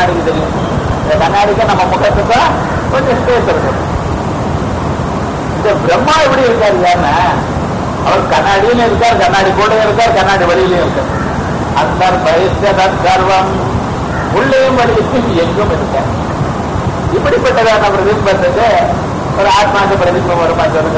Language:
Tamil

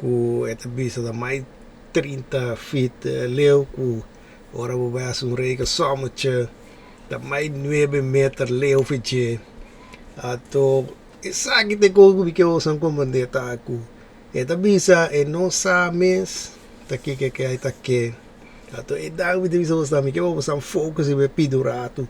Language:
Papiamento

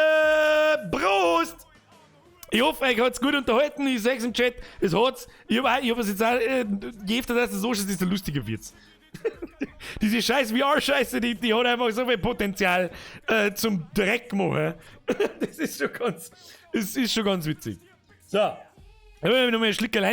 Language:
Bavarian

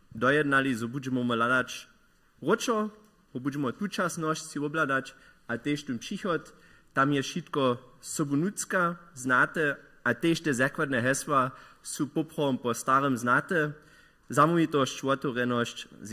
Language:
Upper Sorbian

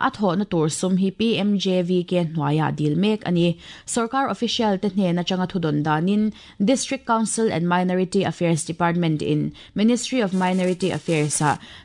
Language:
Mizo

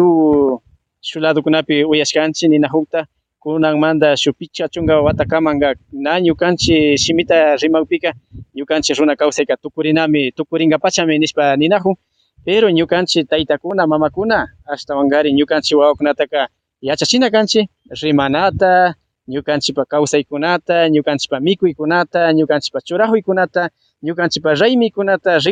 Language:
Imbabura Highland Quichua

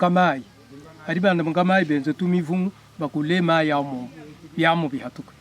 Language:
Luba-Lulua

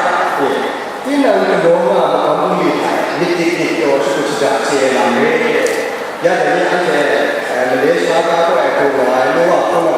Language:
Kachin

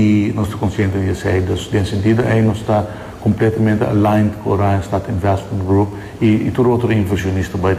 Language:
Papiamento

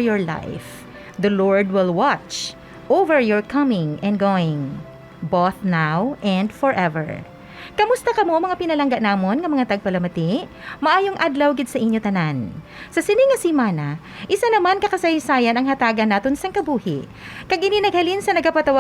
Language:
Hiligaynon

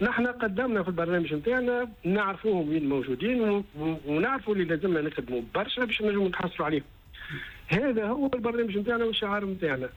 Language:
Tunisian Arabic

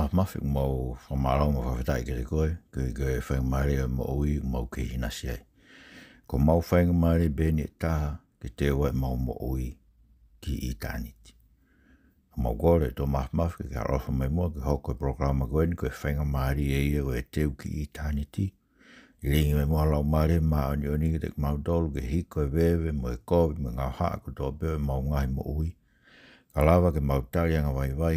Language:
Tongan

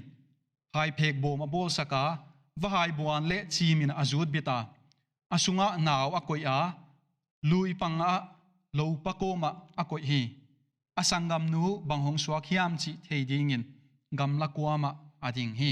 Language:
Paite Chin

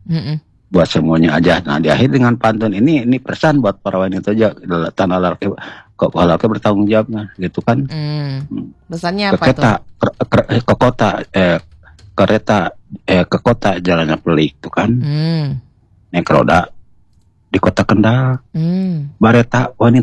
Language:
Indonesian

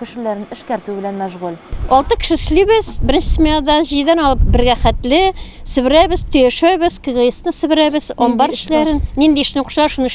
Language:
Tatar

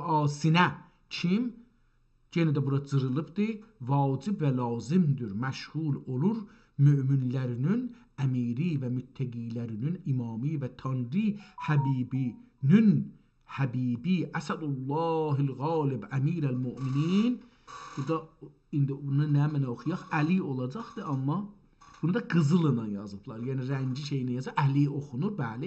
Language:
South Azerbaijani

